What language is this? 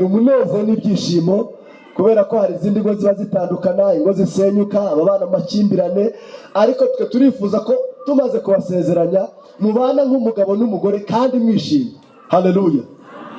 Kinyarwanda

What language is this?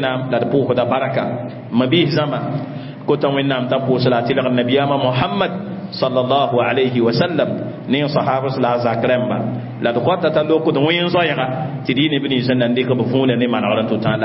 Mossi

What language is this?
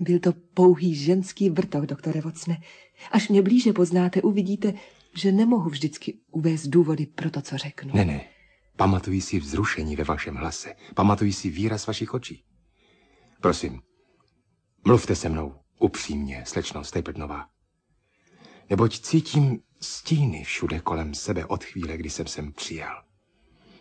Czech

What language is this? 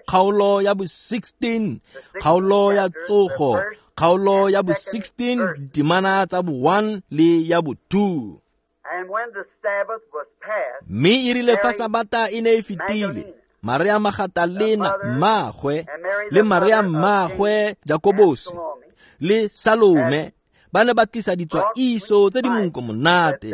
Tswana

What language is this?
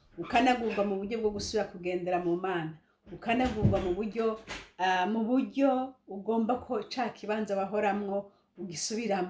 Rundi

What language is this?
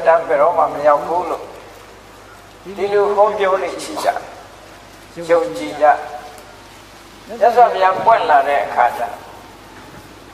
Burmese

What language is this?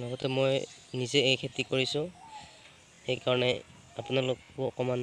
Assamese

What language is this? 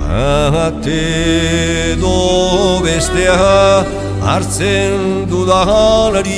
Basque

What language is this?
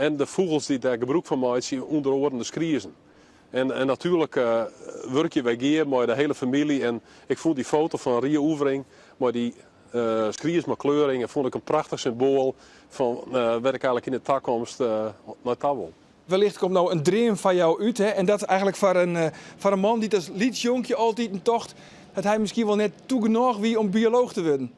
Western Frisian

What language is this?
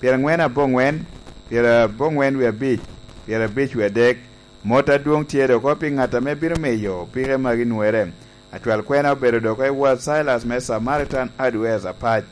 Lango (Uganda)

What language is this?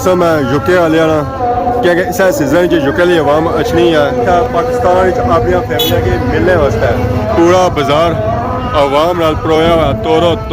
Pahari-Potwari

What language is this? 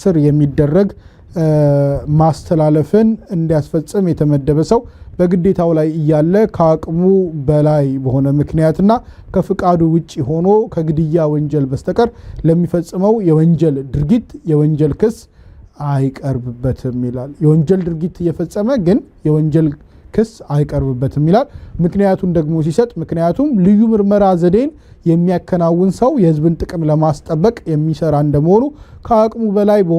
Amharic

